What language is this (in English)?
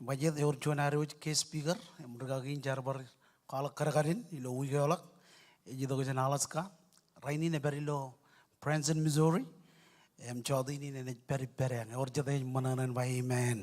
Marshallese